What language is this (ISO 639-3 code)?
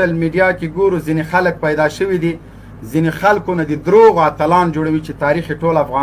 pus